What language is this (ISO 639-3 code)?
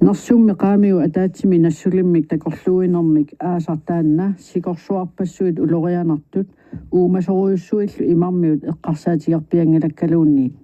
kal